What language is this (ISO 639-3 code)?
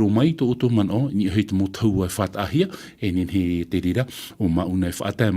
tah